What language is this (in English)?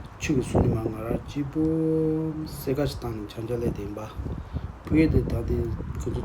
Tibetan